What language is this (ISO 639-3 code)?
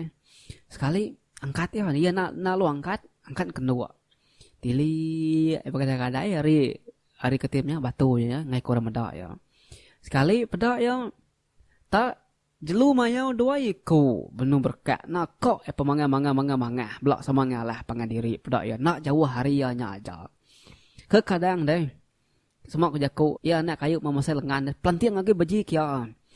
iba